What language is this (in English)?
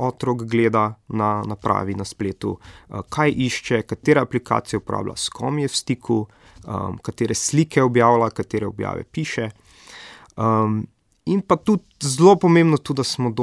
Slovenian